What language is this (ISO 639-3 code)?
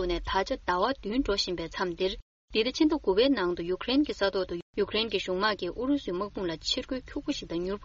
bod